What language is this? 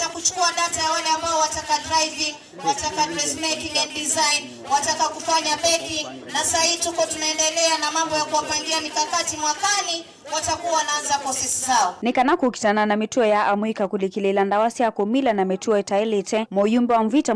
Kamba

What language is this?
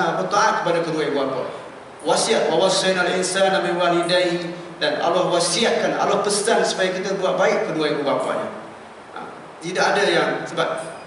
Malay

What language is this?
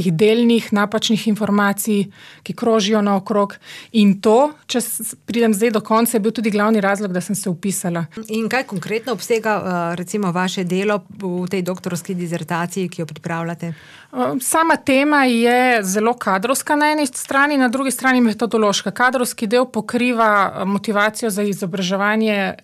Slovenian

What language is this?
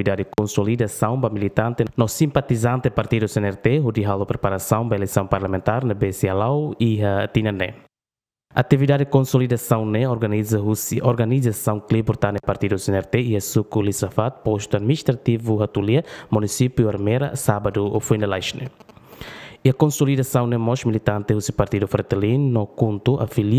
Tetum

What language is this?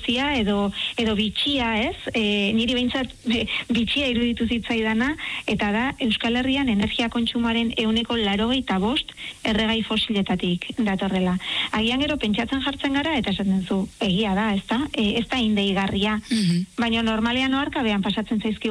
Basque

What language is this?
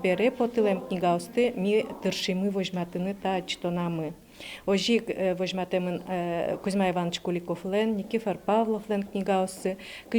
Udmurt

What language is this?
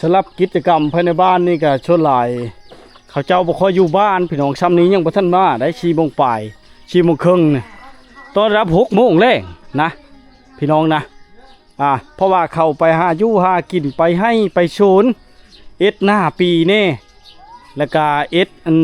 Lao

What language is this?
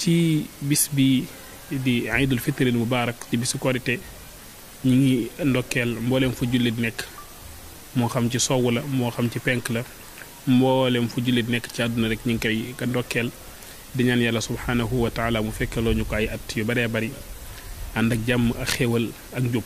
Wolof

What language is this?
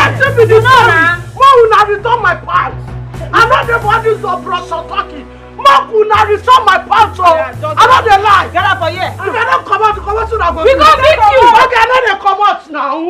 Nigerian Pidgin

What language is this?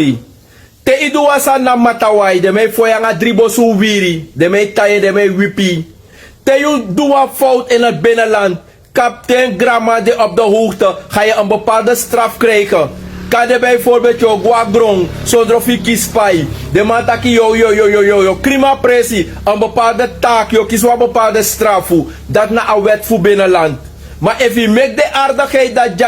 Sranan Tongo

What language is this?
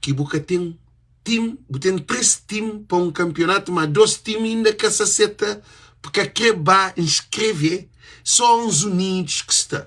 Kabuverdianu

